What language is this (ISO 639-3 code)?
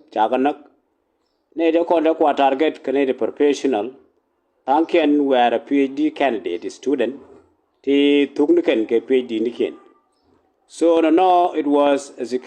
nus